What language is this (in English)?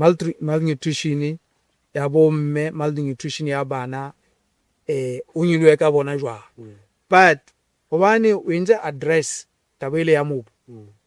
Southern Sotho